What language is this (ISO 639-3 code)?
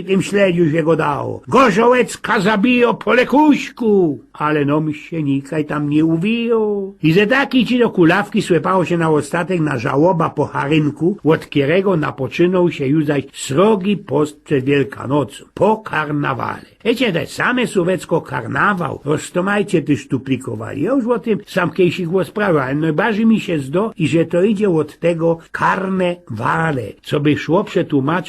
szl